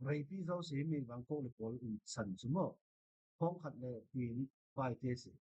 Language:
Falam Chin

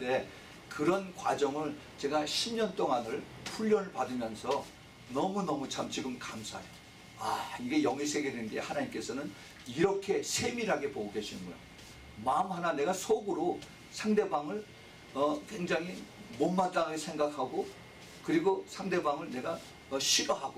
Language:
Korean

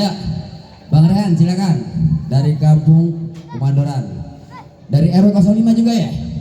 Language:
Betawi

